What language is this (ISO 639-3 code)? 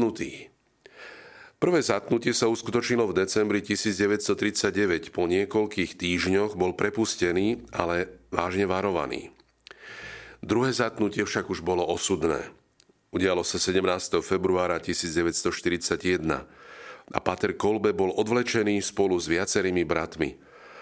slk